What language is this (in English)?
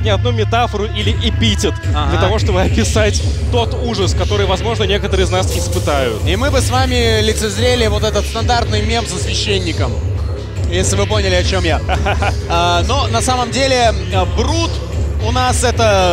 Russian